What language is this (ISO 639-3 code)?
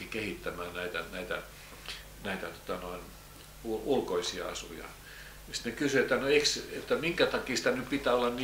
fin